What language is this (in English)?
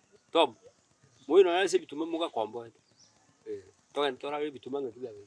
Gusii